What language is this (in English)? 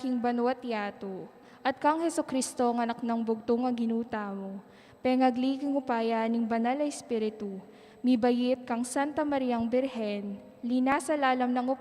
Pampanga